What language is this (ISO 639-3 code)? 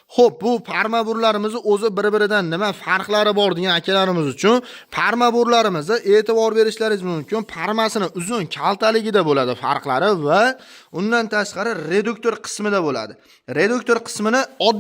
uzb